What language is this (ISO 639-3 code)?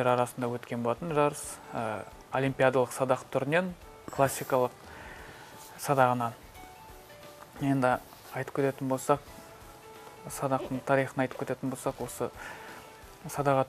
kaz